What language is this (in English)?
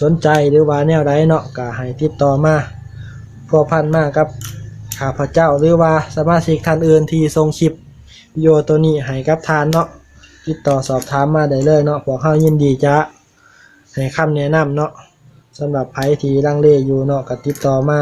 Lao